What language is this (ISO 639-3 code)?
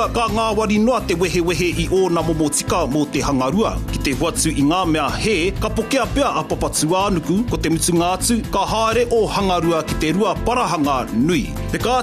mri